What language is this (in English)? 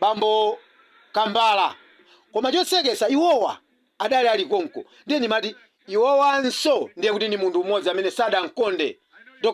Nyanja